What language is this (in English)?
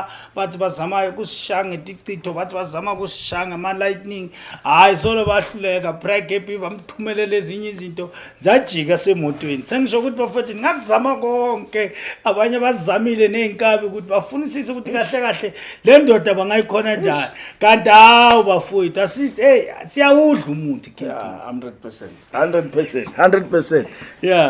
Zulu